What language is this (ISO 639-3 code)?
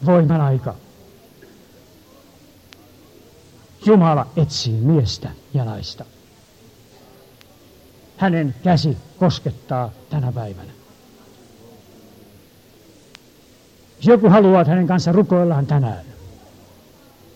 fin